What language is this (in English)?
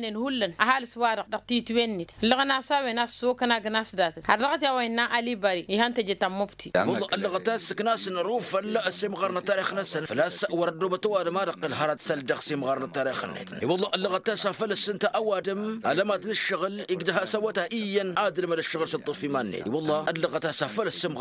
Tamasheq